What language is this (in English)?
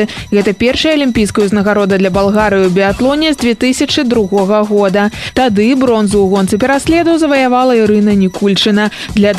Belarusian